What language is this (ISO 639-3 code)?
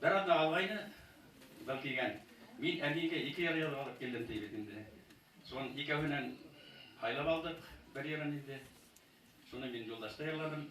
bak